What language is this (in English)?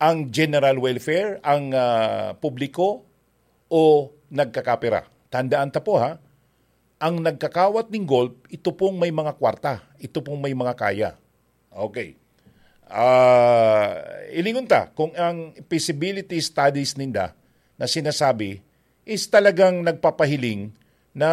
Bikol